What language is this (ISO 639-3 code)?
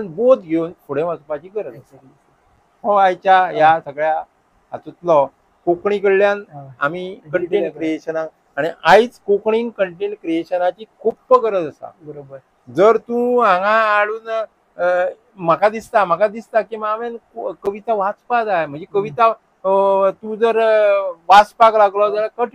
kok